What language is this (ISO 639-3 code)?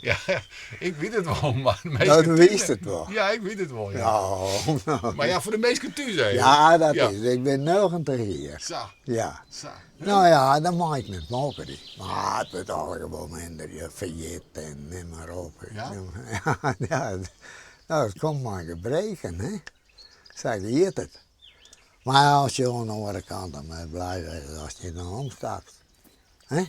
fry